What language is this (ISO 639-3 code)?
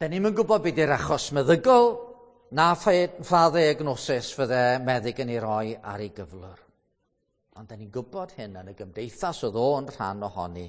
cym